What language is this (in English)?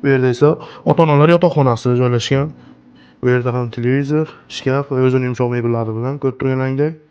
Uzbek